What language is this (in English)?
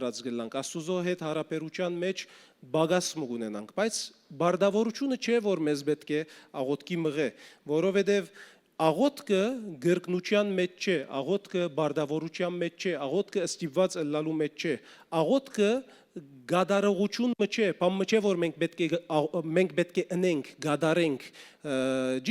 Western Armenian